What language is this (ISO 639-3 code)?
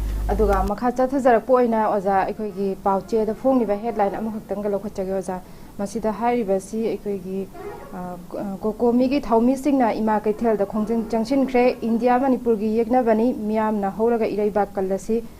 mni